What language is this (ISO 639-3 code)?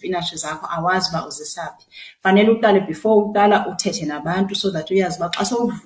xho